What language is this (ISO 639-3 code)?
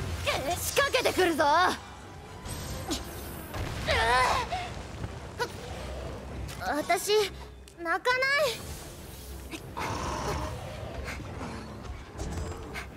jpn